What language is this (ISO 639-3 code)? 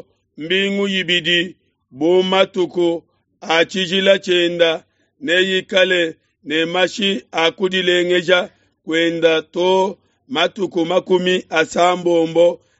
lua